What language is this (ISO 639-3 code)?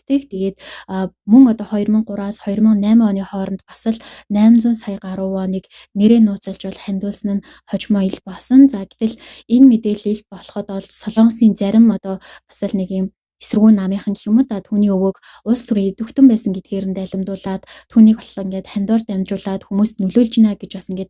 mon